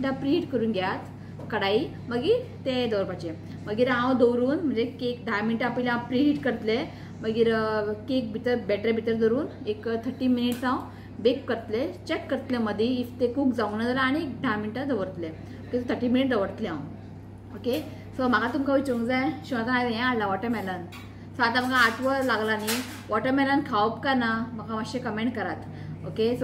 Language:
Konkani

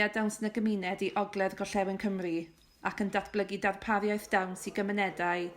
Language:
Welsh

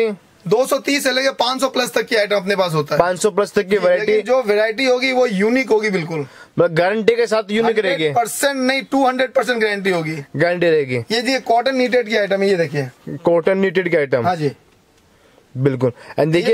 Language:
Hindi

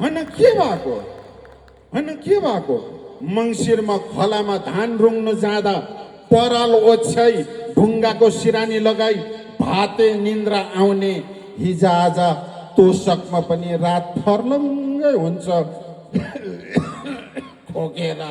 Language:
Nepali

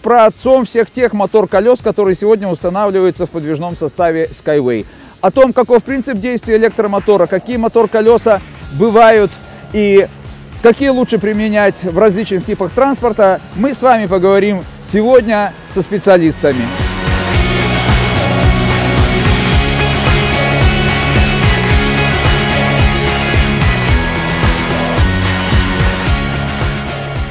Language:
Russian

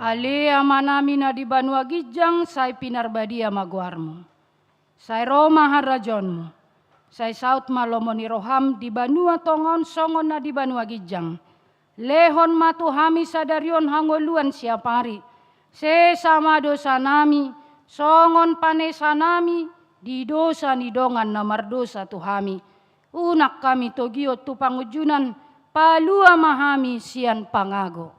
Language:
Batak Toba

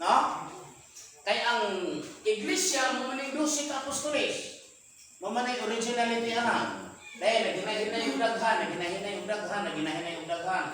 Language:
Cebuano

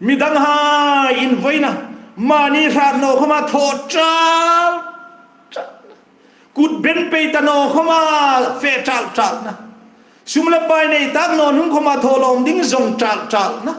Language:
Hmar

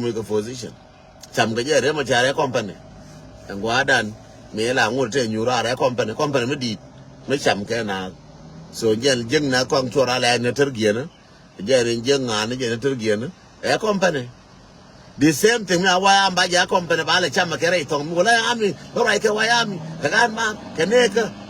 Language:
Nuer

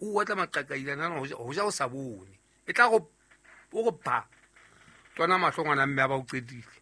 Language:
Southern Sotho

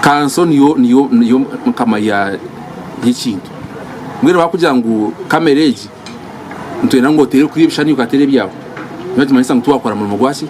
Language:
Nyankole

